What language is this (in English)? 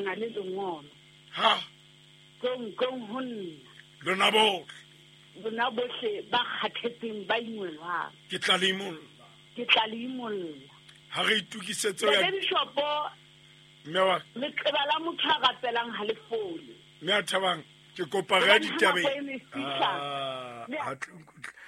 Southern Sotho